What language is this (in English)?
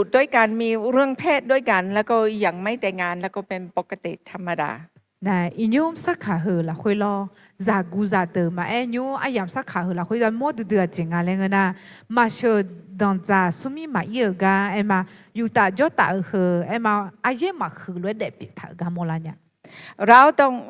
Akha